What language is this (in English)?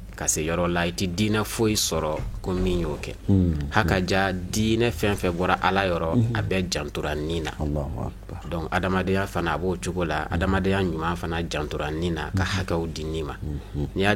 Bambara